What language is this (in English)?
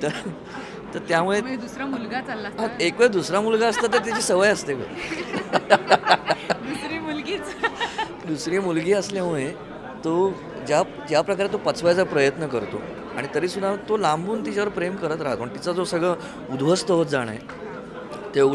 Marathi